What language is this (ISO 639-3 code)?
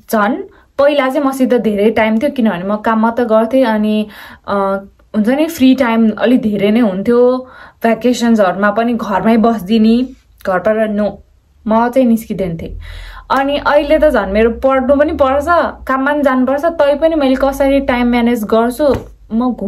nep